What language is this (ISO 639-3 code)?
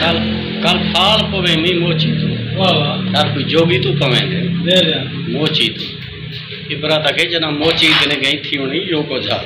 skr